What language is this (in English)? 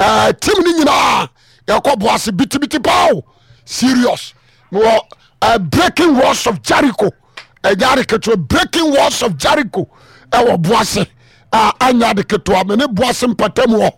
Akan